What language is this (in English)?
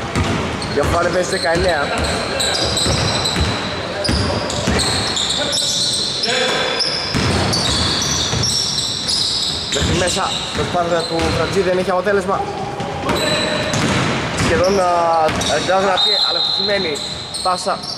Greek